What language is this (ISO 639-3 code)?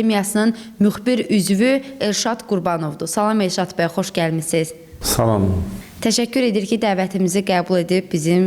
aze